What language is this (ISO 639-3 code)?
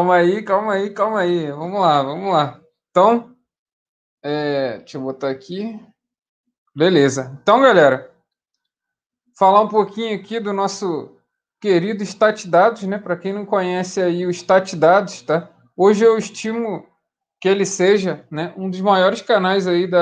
por